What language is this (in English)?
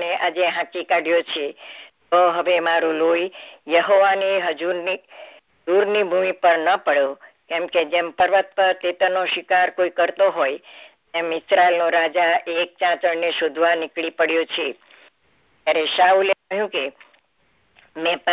Gujarati